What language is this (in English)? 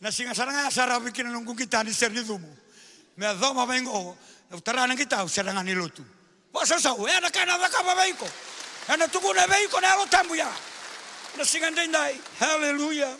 Fijian